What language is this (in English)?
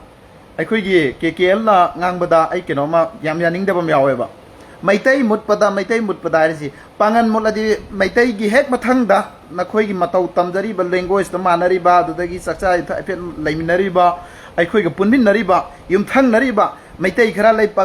Manipuri